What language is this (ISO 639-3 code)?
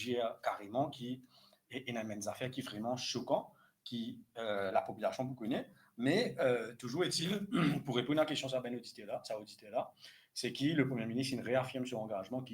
mfe